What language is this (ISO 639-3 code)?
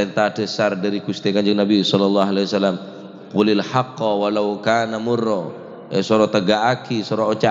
mad